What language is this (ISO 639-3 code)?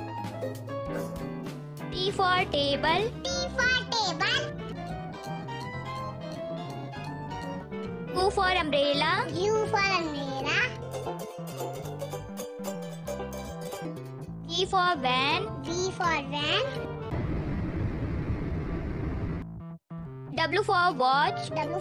eng